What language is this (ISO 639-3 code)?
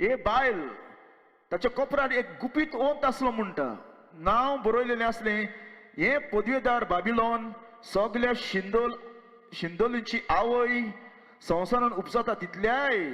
kok